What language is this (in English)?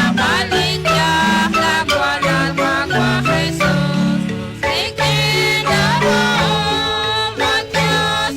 Kekchí